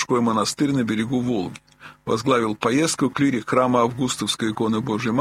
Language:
Russian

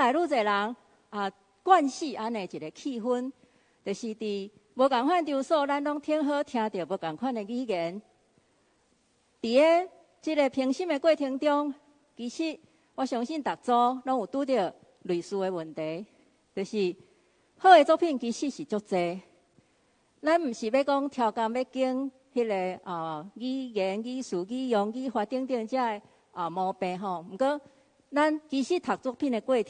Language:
Min Nan Chinese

